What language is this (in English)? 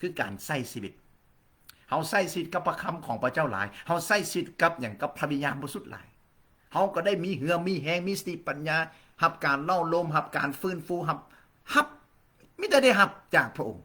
Lao